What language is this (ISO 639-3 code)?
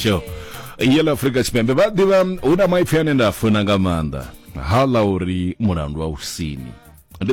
ven